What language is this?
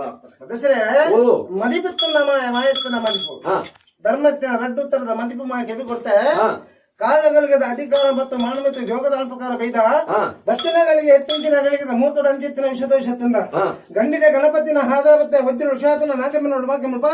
Tulu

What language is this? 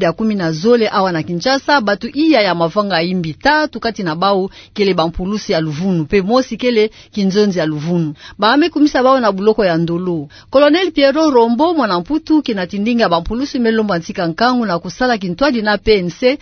Kituba (Democratic Republic of Congo)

